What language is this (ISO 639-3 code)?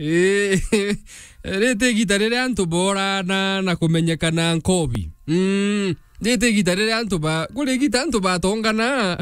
mer